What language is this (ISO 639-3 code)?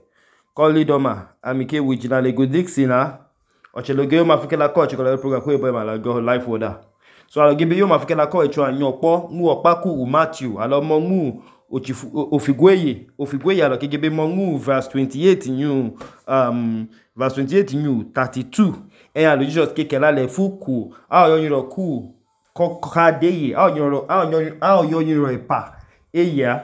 idu